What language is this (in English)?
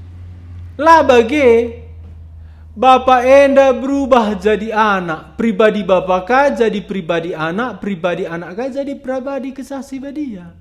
Batak Karo